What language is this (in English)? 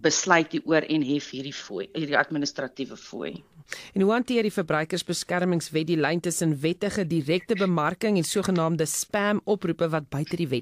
Afrikaans